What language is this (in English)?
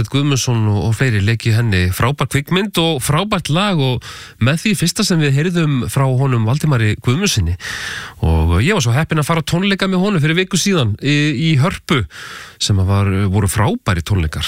Icelandic